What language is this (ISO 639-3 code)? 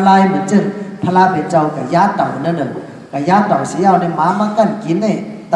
shn